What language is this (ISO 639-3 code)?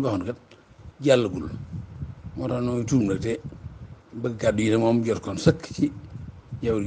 wol